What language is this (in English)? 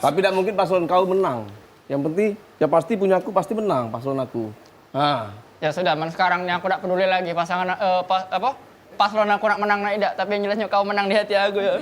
Musi